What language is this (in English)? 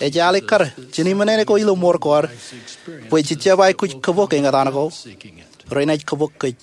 Marshallese